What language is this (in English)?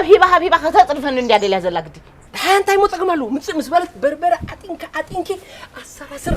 Tigrinya